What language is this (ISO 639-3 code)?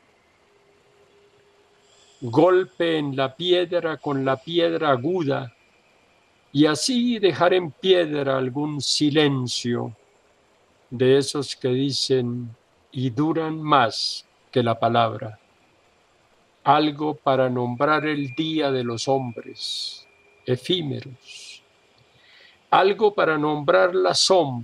spa